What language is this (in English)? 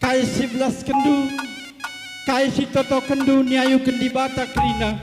Batak Karo